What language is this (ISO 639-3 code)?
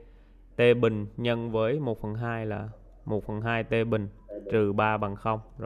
vie